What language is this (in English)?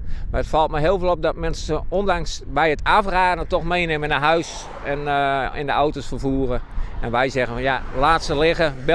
Western Frisian